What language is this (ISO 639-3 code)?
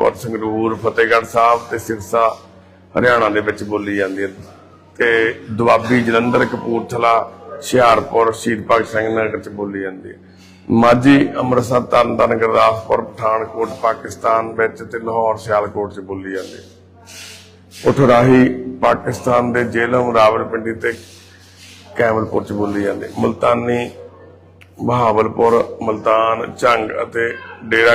pan